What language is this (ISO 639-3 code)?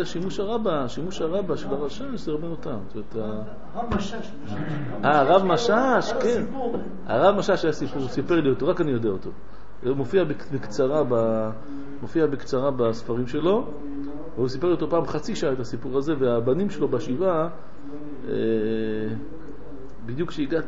heb